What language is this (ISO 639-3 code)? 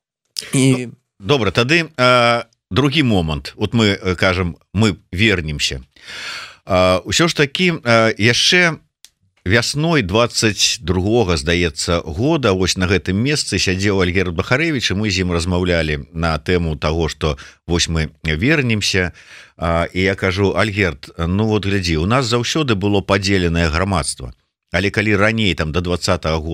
bel